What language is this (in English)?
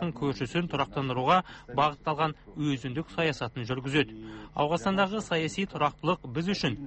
Kazakh